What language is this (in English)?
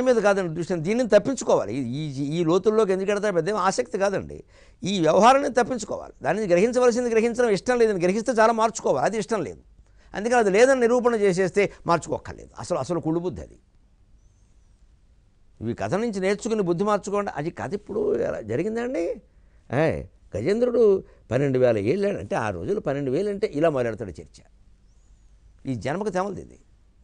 Telugu